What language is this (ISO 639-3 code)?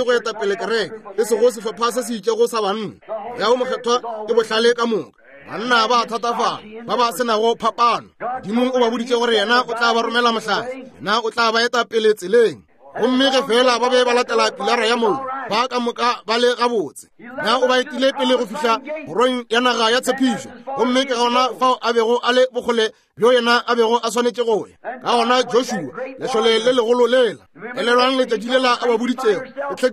nso